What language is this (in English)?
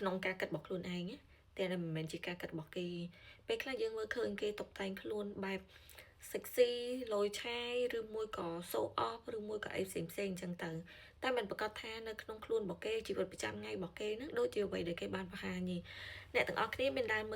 Khmer